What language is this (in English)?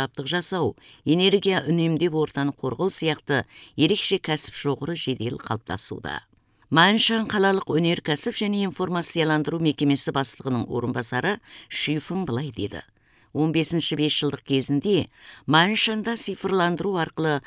Kazakh